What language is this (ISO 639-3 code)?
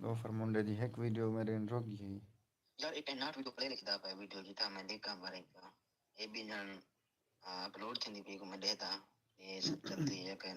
skr